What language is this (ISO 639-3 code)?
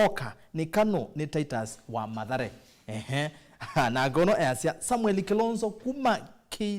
kam